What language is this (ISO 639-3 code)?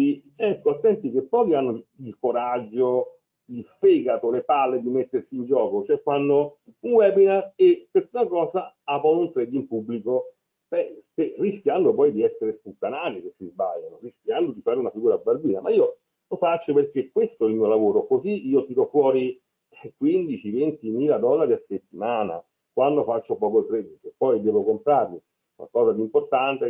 ita